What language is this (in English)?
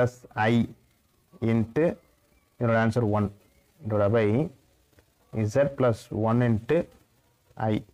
Tamil